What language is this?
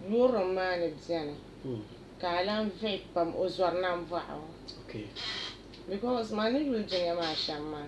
Dagbani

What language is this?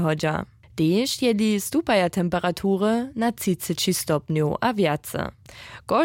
Upper Sorbian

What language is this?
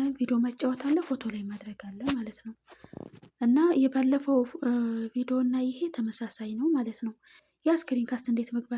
Amharic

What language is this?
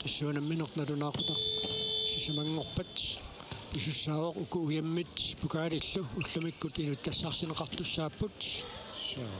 Kalaallisut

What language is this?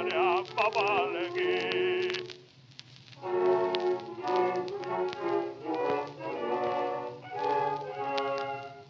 Basque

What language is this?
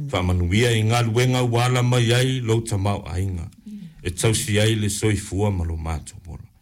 Samoan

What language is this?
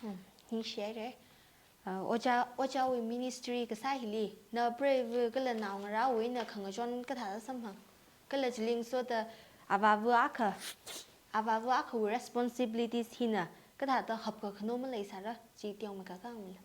Tangkhul Naga (India)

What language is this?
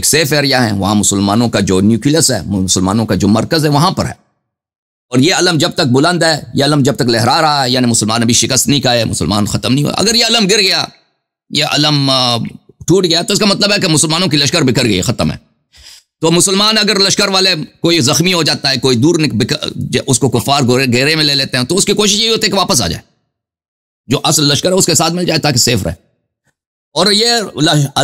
Urdu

